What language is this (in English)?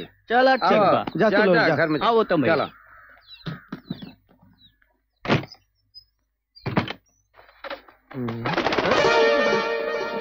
Bhojpuri